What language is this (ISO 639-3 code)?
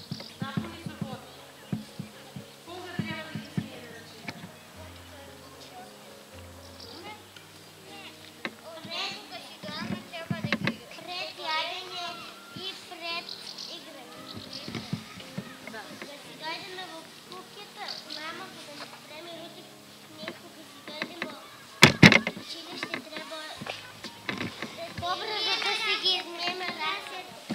mkd